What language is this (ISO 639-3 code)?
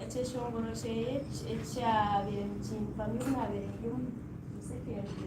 nyn